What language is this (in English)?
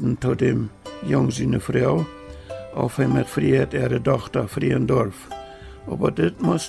Plautdietsch